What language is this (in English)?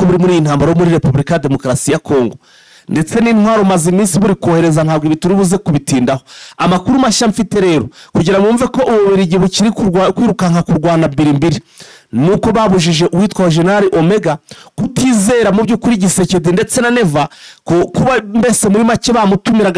Kinyarwanda